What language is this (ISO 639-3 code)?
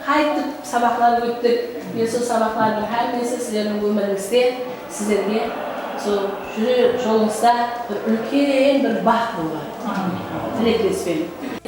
kaa